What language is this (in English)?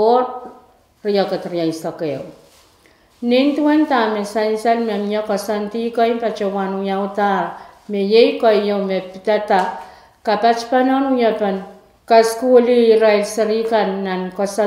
Pohnpeian